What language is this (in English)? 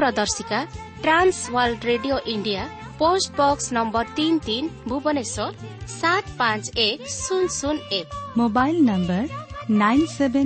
Odia